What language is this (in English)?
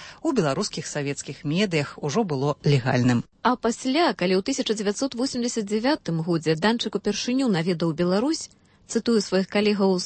Belarusian